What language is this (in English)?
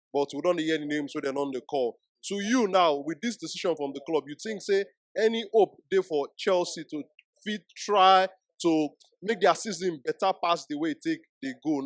Nigerian Pidgin